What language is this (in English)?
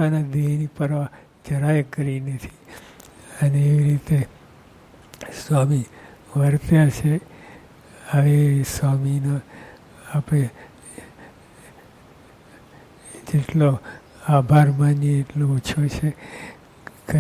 Gujarati